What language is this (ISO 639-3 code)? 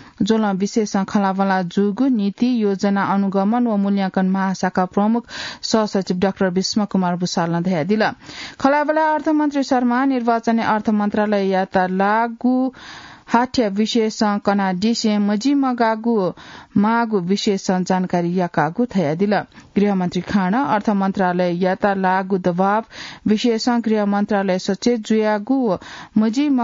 new